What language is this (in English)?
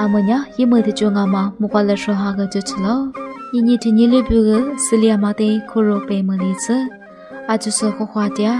Lisu